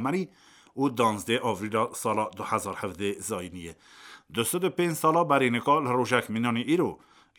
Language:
Kurdish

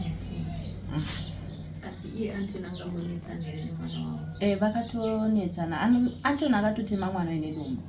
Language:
Shona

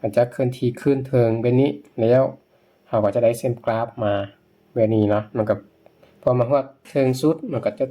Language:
Lao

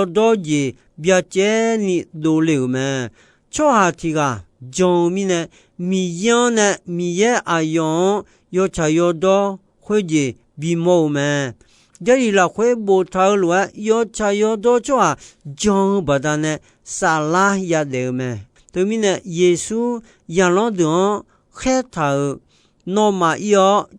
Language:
Akha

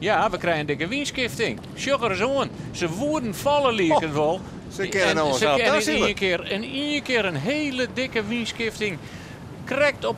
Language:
Western Frisian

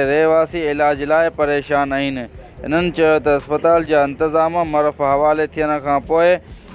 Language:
Sindhi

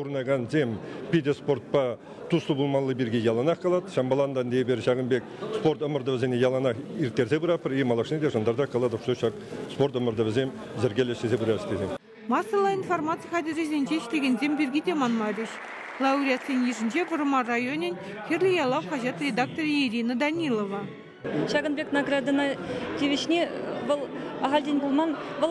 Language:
Chuvash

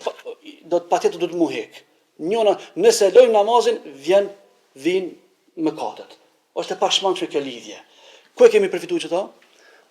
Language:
Albanian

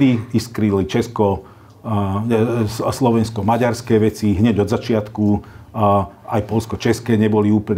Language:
Slovak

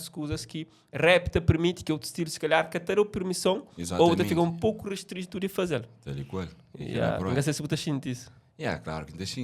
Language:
Kabuverdianu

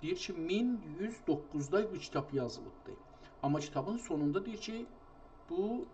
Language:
South Azerbaijani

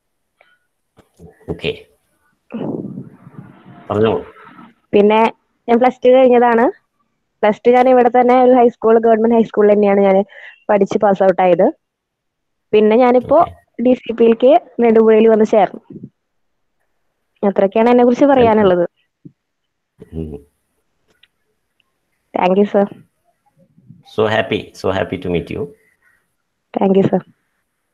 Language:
Malayalam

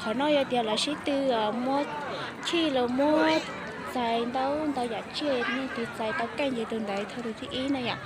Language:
Hmong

